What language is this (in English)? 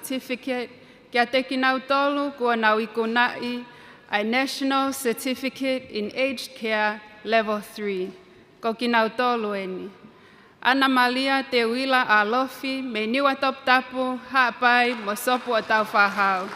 Tongan